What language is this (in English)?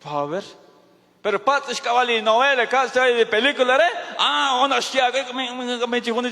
Kekchí